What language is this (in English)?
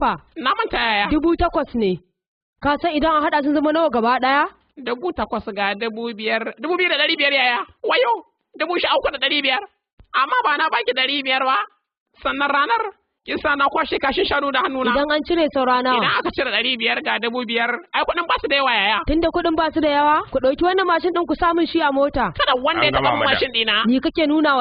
Hausa